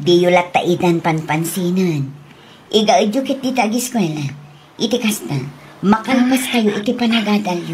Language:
Iloko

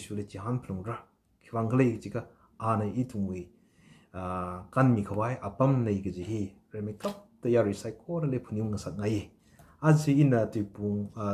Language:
Tangkhul Naga (India)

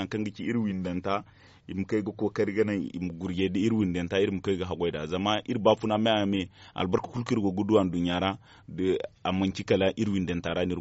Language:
Zarma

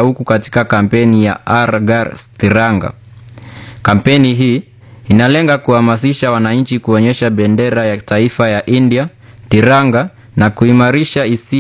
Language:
Swahili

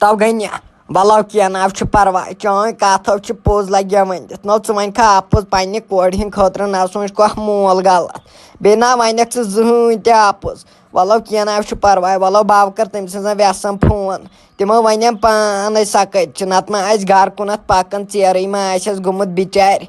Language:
Kashmiri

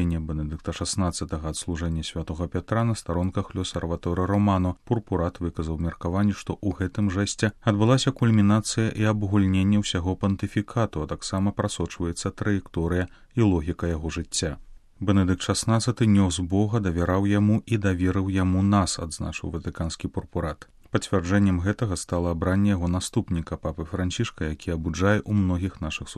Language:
Belarusian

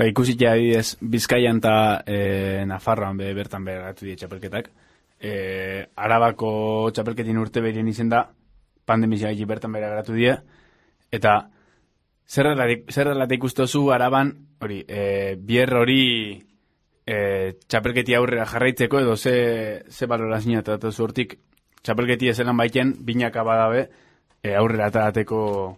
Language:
Basque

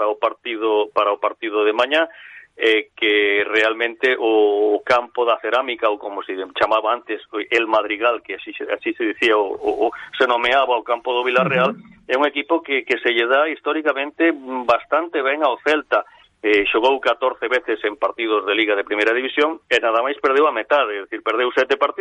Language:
Galician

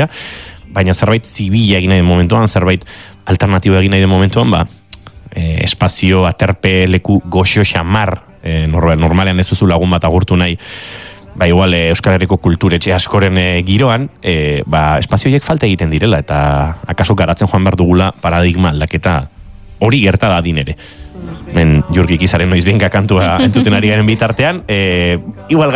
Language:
Basque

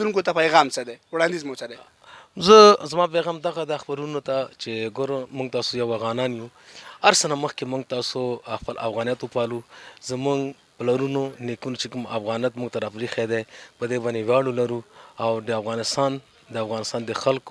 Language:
Pashto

